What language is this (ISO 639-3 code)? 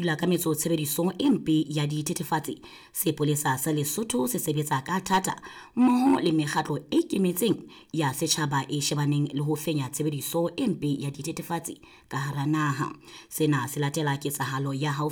sot